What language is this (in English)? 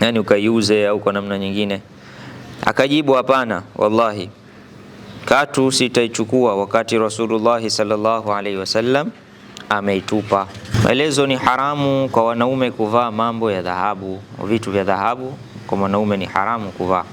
Swahili